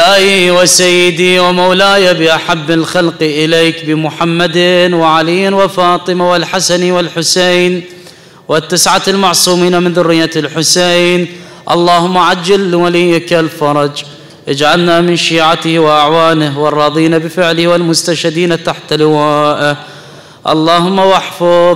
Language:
Arabic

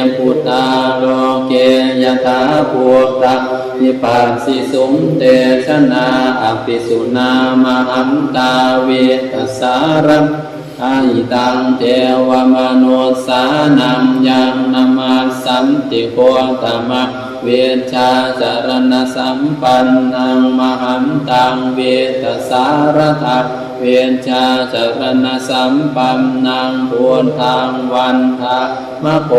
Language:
Pali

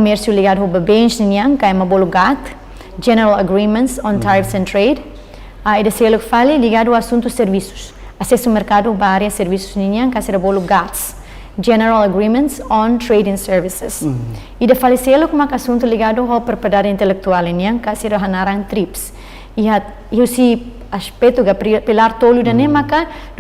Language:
Tetum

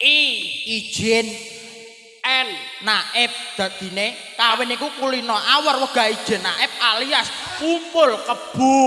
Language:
Javanese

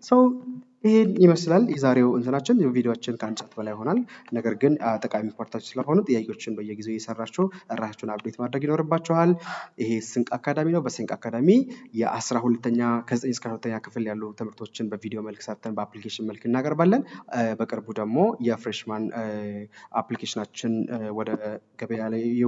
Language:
Amharic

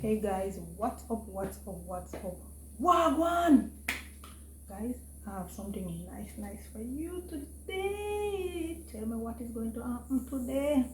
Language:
Jamaican Creole English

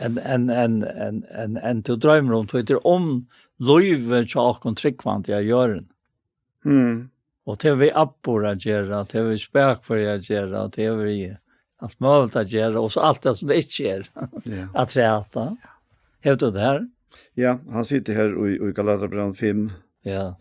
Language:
Faroese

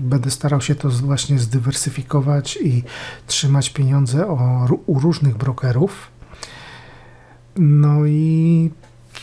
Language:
Polish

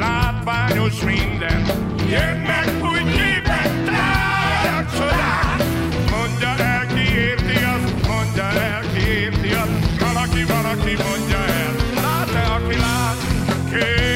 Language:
Hungarian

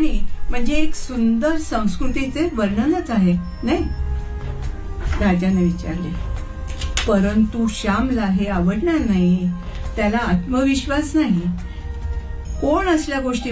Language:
Marathi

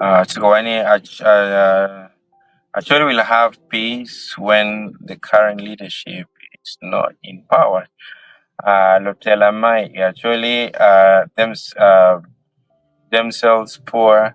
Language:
Acoli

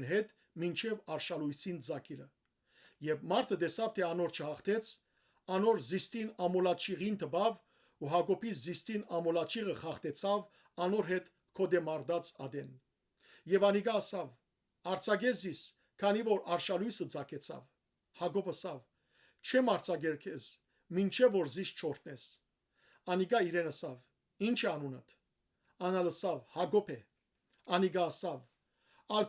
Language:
Western Armenian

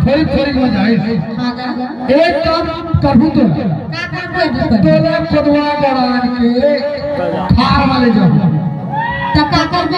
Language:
Chhattisgarhi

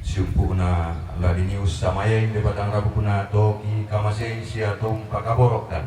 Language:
Toraja-Sa'dan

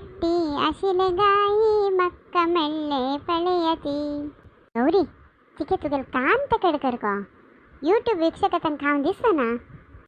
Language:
Konkani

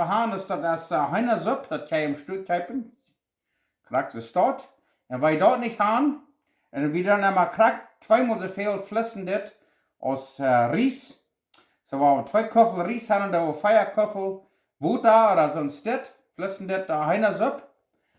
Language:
Plautdietsch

